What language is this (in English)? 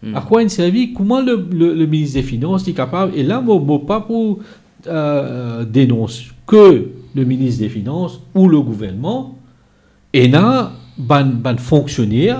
Morisyen